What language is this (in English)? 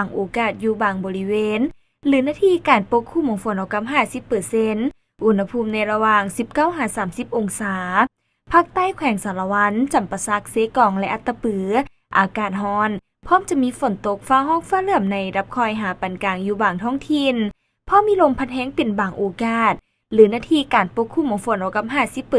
Lao